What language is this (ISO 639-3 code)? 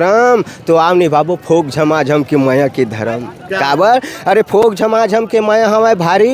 hne